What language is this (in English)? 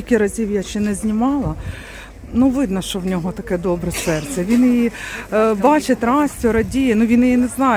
Ukrainian